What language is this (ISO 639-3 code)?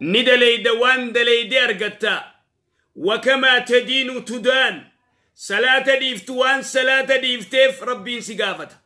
orm